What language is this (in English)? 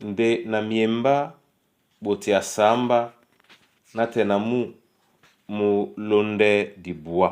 Duala